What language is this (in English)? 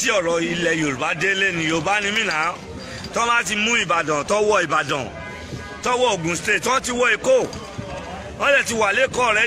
Yoruba